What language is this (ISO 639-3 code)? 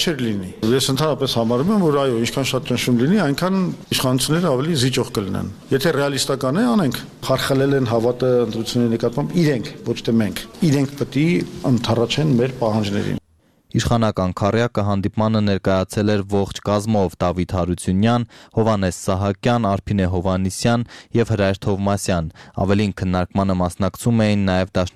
hye